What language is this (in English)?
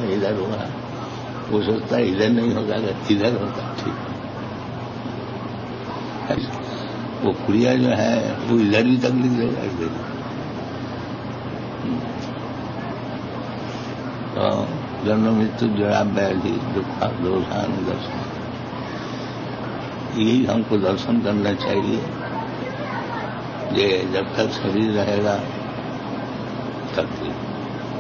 Hindi